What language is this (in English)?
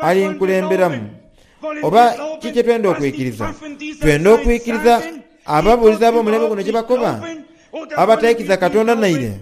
Soga